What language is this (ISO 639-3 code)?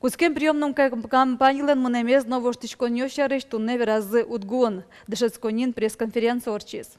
udm